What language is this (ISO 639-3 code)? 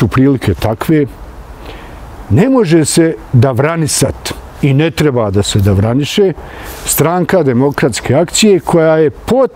bos